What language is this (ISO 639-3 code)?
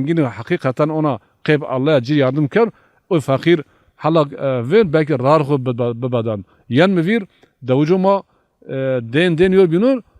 zza